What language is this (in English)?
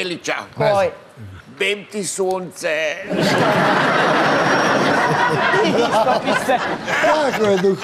Serbian